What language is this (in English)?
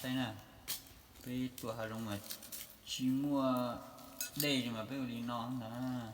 Hmong